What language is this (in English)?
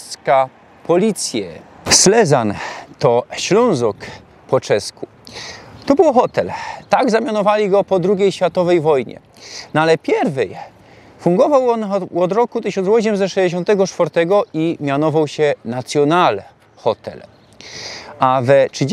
Silesian